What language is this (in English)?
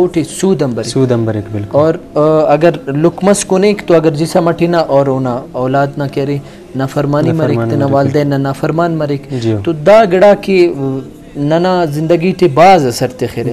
Brahui